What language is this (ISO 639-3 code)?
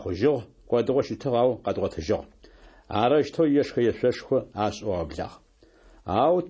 kbd